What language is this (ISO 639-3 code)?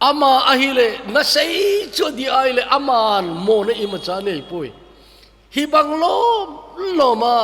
tcz